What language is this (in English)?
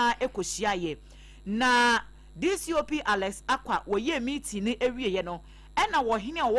Akan